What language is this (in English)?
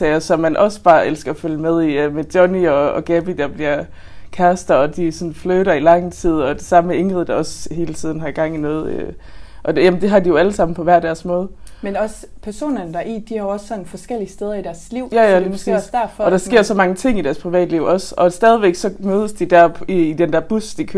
Danish